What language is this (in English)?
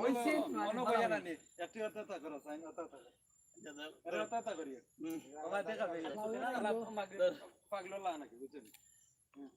Sylheti